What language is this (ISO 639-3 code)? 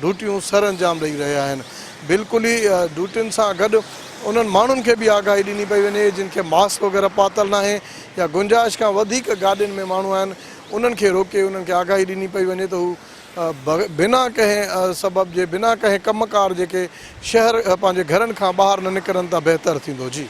snd